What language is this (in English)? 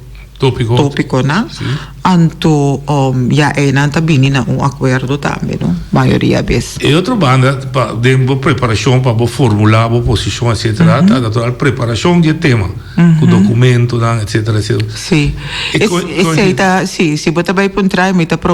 Papiamento